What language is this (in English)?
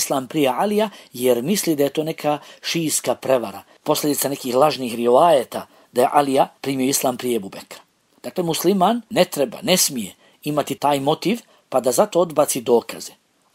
Bosnian